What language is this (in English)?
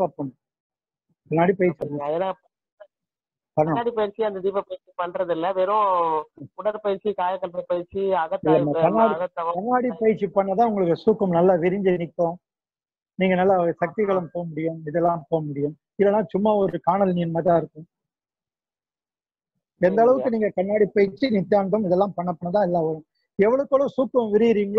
Tamil